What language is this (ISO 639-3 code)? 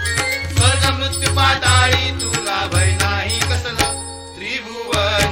mar